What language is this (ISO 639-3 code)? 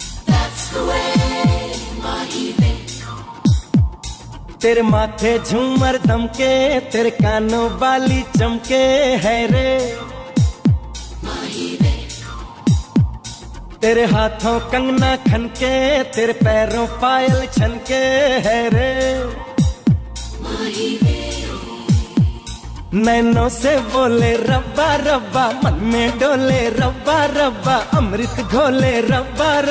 deu